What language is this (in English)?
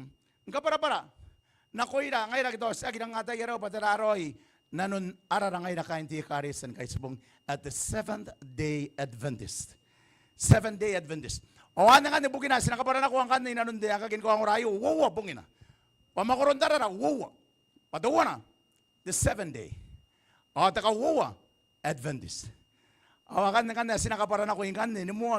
Gilbertese